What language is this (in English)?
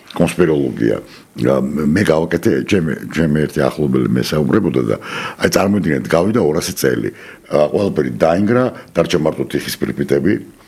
Georgian